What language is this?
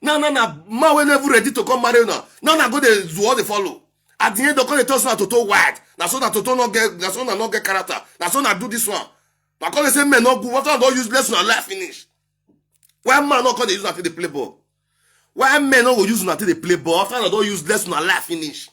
Nigerian Pidgin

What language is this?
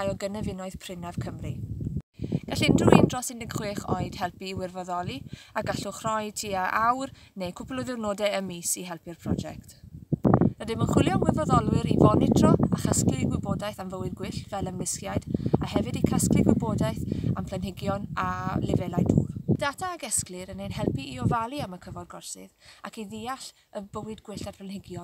Welsh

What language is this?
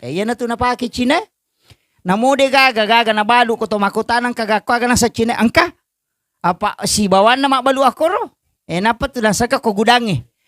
Buginese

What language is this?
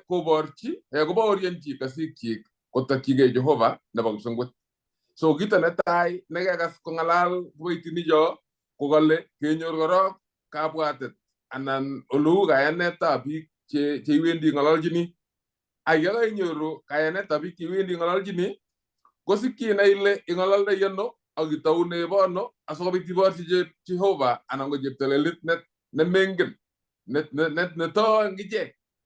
Kalenjin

